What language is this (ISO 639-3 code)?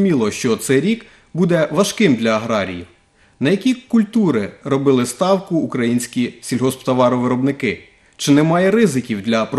ukr